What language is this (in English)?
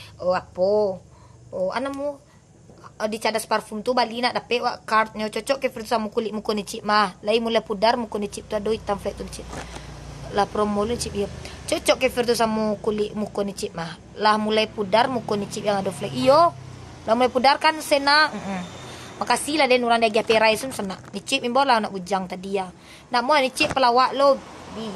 Minangkabau